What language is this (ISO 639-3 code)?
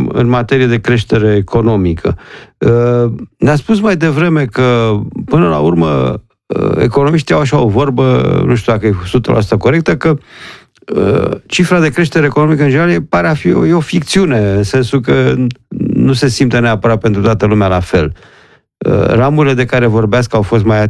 ron